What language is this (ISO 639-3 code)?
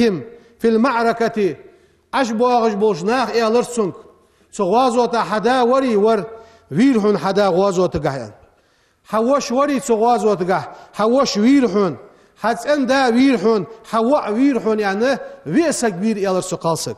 inh